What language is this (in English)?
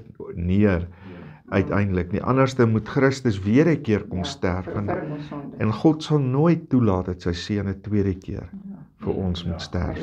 Afrikaans